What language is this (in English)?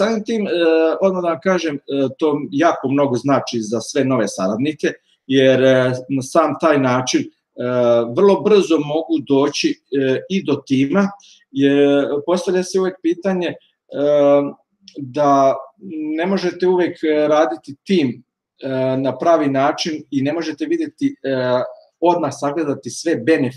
Serbian